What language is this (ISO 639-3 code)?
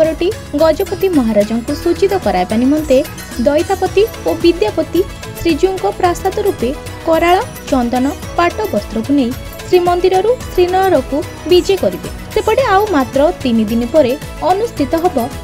ori